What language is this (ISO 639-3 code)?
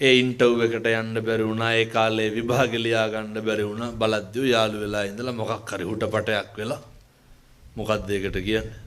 sin